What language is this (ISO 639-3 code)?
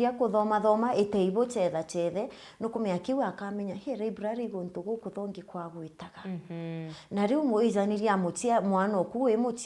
mer